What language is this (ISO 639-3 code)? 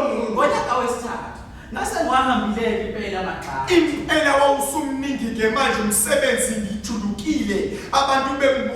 zul